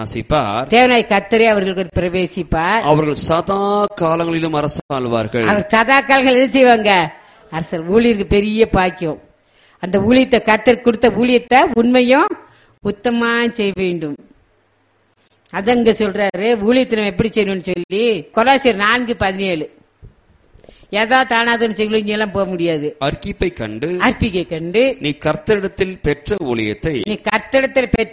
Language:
Tamil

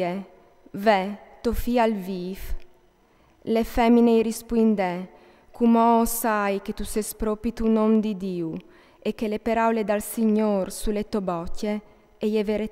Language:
Friulian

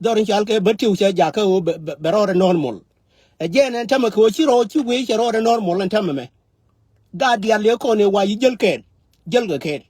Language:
Nuer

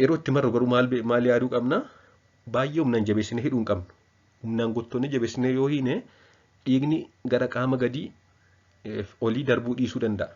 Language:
Oromo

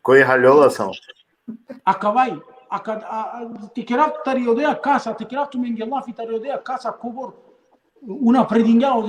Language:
Balkan Romani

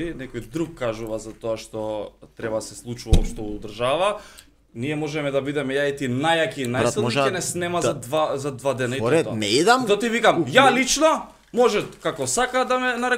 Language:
Macedonian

